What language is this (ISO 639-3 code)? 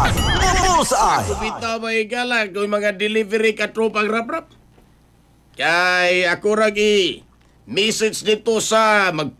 ceb